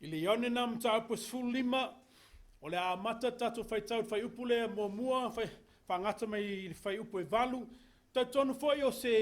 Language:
Samoan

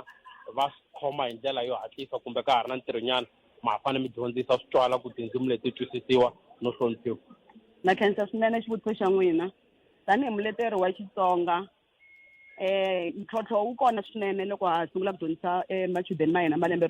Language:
Tsonga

